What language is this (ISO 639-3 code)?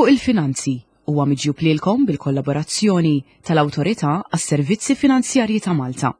mlt